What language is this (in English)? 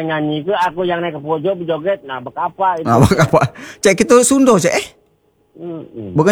Indonesian